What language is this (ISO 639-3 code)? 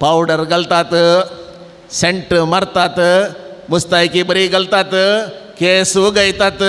kok